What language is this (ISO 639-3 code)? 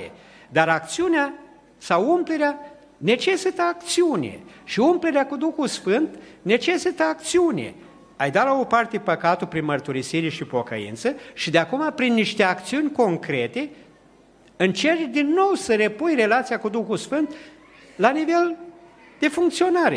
ron